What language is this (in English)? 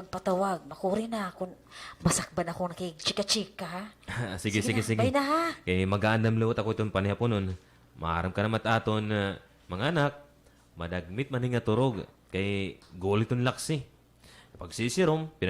Waray